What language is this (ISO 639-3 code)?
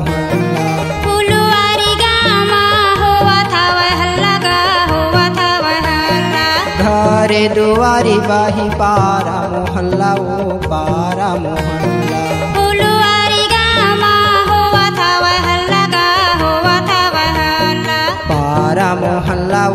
hne